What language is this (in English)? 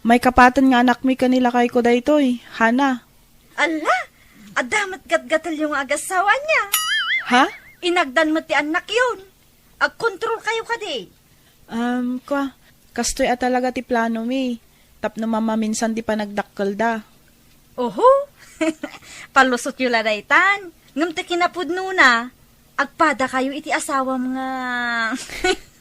Iloko